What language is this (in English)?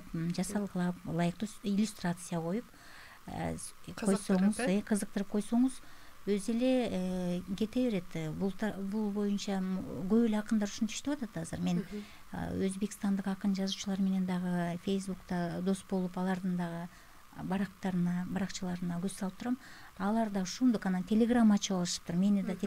Kyrgyz